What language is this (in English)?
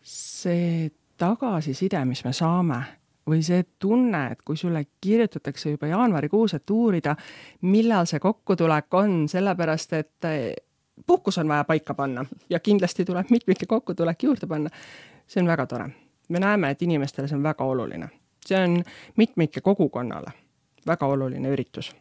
Estonian